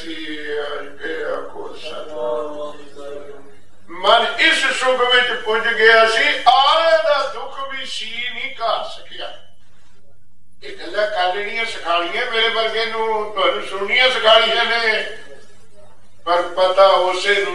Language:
Punjabi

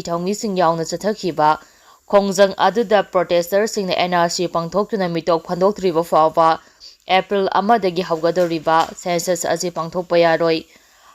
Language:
Manipuri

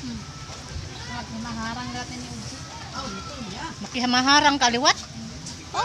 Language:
Waray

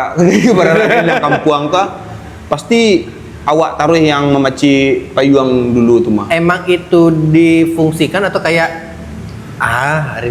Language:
Minangkabau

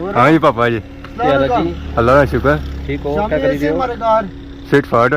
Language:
Pahari-Potwari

